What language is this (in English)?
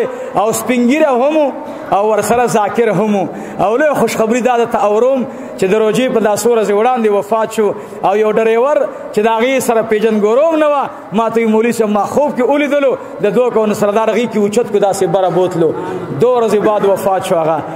Pashto